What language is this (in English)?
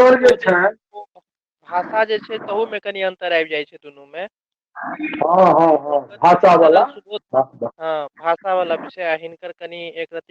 Maithili